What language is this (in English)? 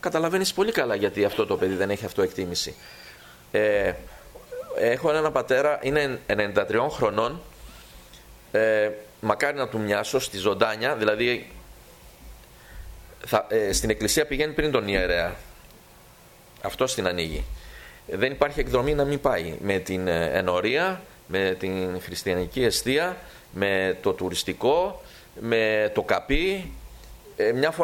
Greek